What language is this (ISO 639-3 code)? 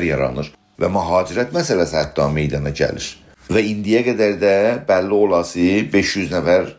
azb